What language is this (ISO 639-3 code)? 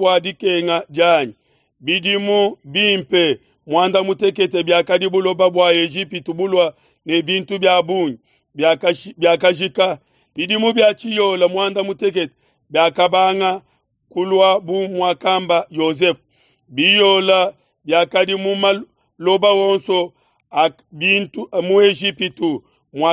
lua